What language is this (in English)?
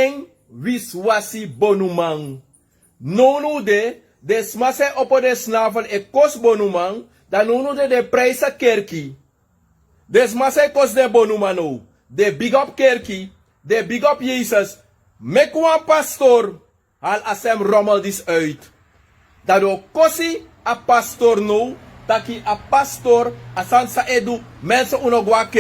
Sranan Tongo